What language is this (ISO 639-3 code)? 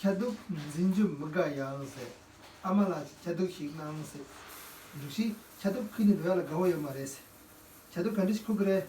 bod